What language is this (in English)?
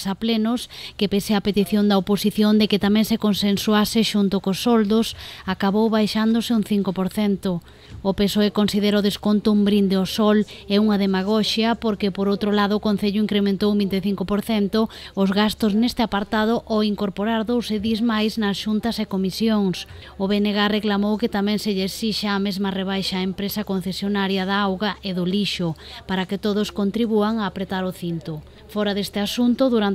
Galician